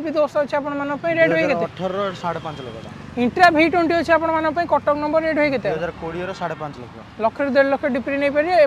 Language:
Odia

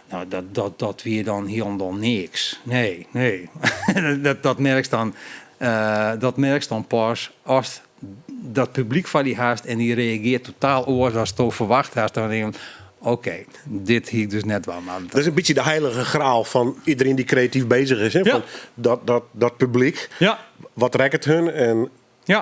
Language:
Western Frisian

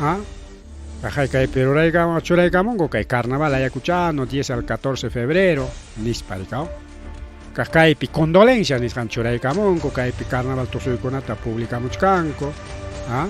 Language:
Ayacucho Quechua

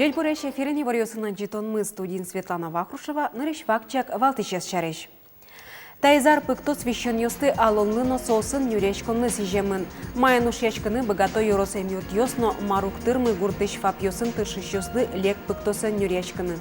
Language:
Udmurt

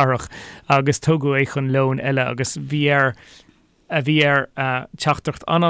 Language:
Irish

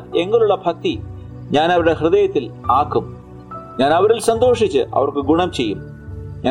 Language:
Malayalam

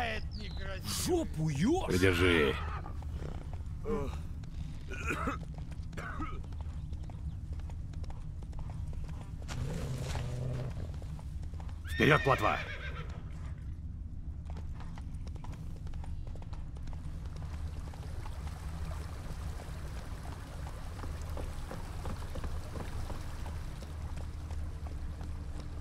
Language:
Russian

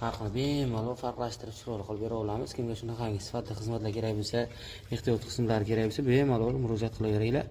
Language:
Uzbek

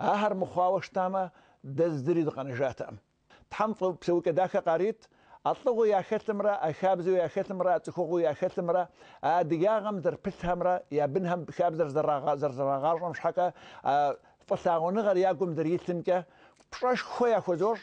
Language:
Kabardian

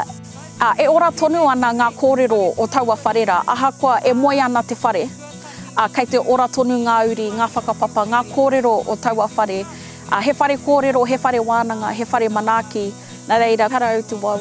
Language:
Māori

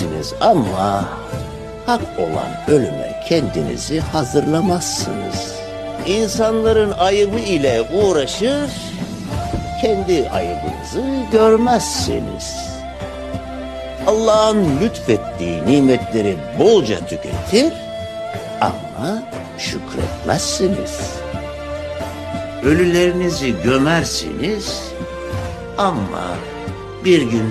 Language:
Turkish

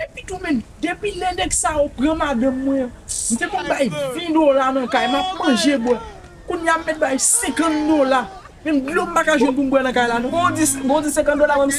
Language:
Haitian Creole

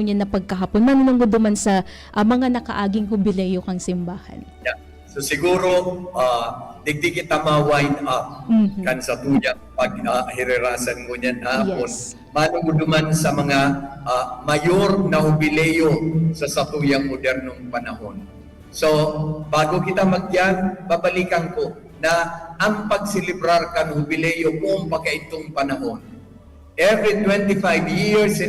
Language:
Bikol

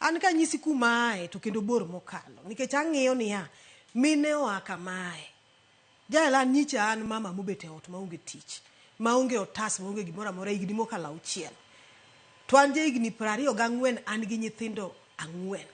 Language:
Luo (Kenya and Tanzania)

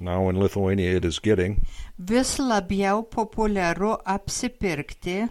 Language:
Lithuanian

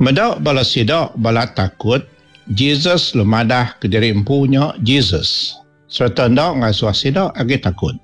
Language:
Iban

